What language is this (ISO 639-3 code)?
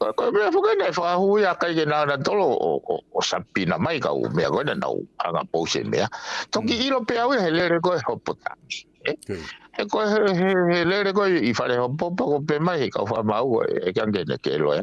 ton